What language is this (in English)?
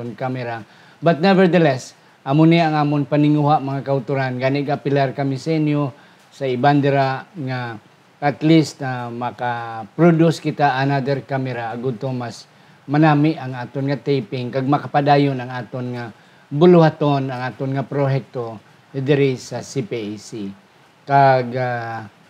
Hiligaynon